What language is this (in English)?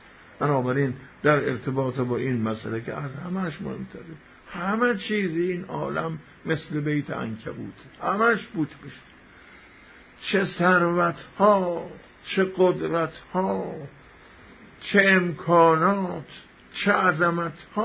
Persian